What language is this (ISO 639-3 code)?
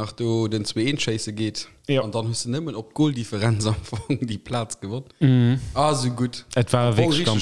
ltz